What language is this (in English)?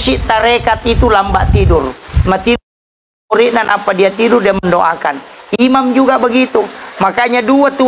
Buginese